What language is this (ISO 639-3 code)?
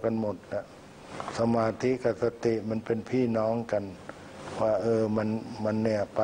tha